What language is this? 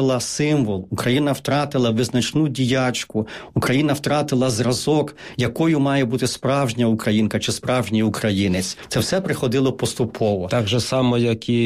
Ukrainian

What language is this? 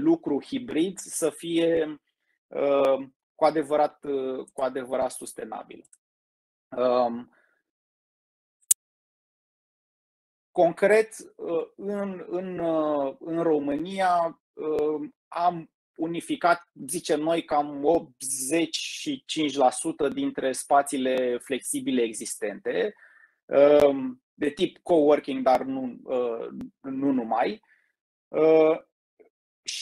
Romanian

